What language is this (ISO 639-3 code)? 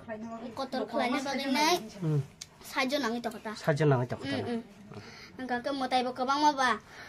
trp